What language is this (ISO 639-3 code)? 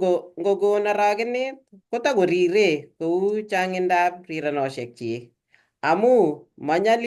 kln